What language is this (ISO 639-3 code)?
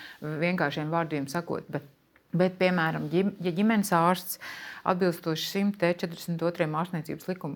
lav